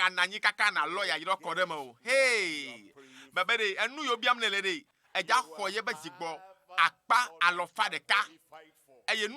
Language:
Ewe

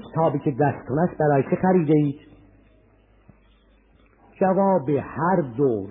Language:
Persian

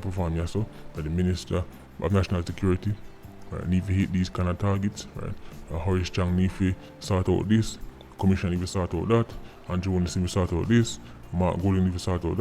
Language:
Jamaican Creole English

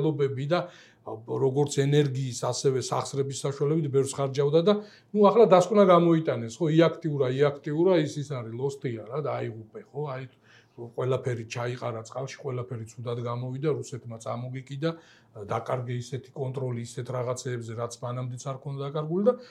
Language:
Georgian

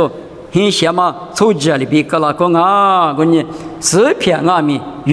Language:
Lisu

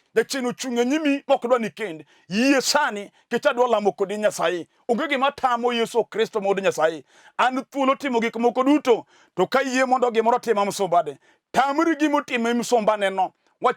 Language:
Luo (Kenya and Tanzania)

